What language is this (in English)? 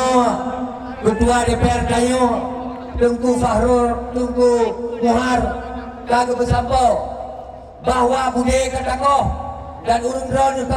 Achinese